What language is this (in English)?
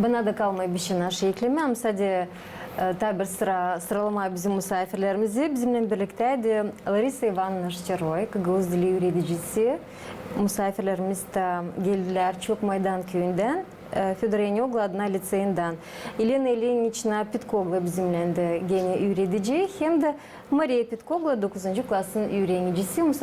Gagauz